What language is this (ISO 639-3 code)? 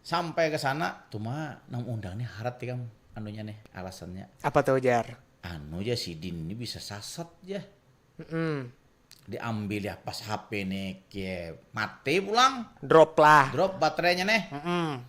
bjn